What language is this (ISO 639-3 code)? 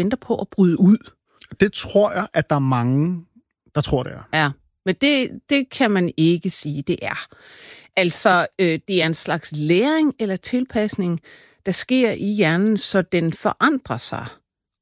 dan